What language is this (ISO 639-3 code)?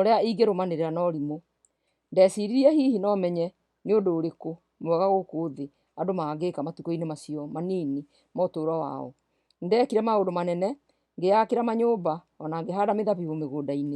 kik